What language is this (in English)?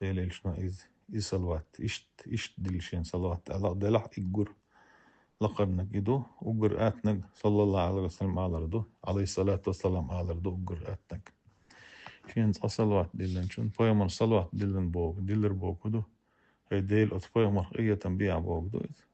Chechen